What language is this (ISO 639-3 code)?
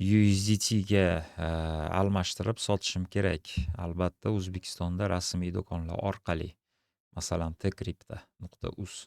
uzb